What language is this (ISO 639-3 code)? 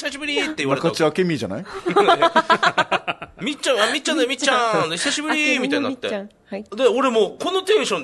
jpn